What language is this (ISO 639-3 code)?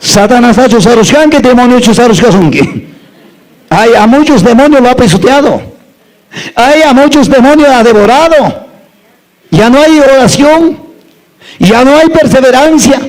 que